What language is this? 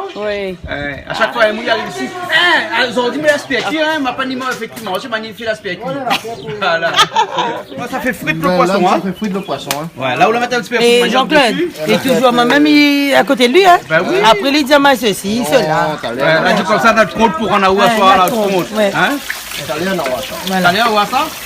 Réunion Creole French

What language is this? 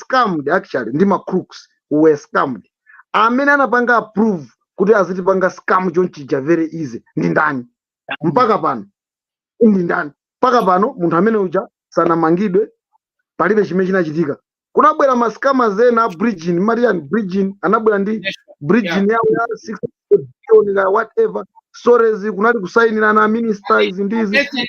Nyanja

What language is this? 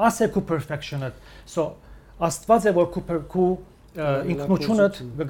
Western Armenian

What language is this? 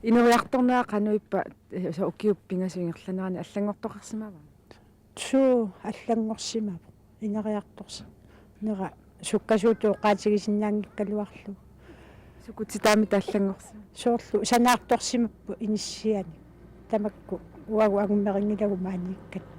Kalaallisut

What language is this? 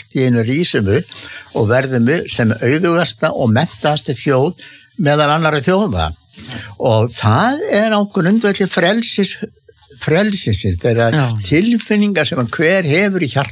Icelandic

